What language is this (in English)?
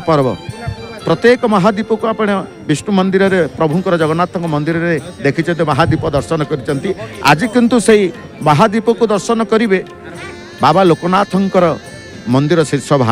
Odia